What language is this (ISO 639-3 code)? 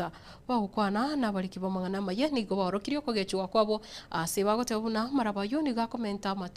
guz